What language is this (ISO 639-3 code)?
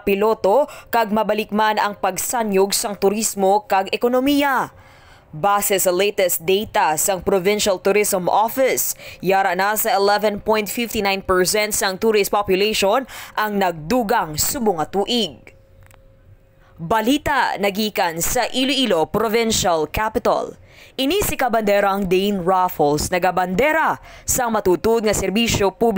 hil